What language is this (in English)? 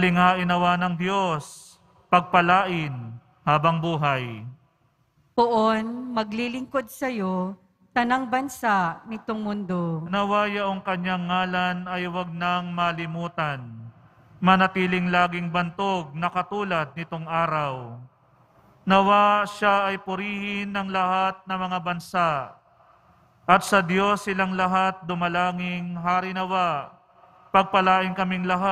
Filipino